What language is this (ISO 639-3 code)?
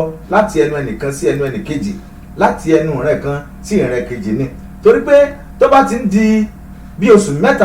yor